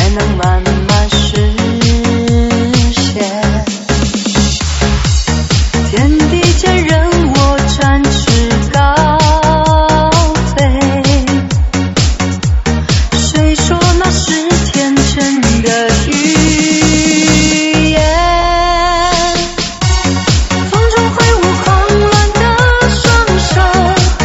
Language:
Chinese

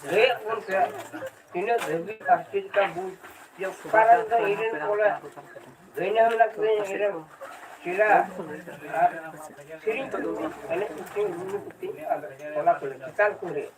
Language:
Santali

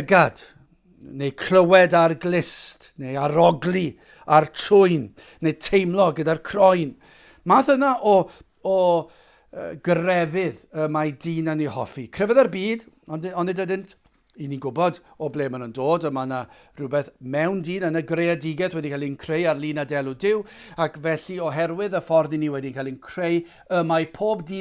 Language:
Welsh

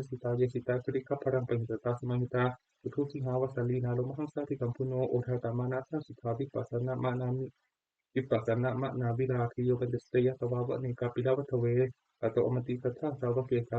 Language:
Pali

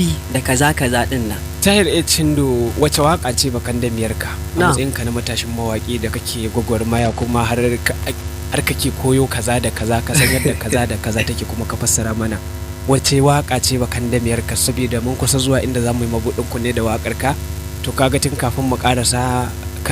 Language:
Hausa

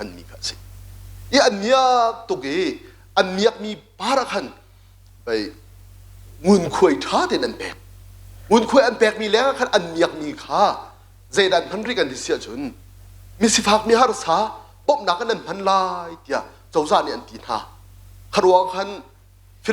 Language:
Hakha Chin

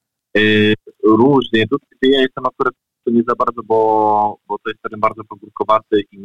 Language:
Polish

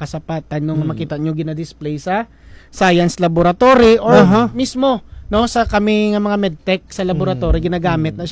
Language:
Hiligaynon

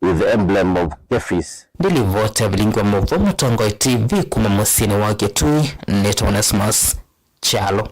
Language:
Kamba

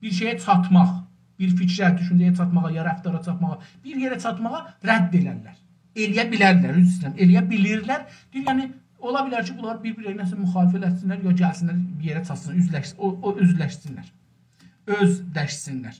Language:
South Azerbaijani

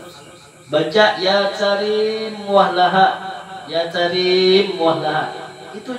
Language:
Banjar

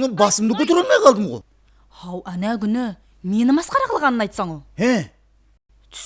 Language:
Kara-Kalpak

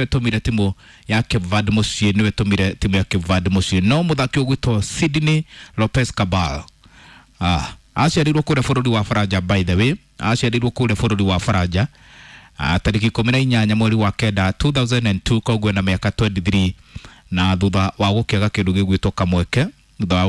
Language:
Kikuyu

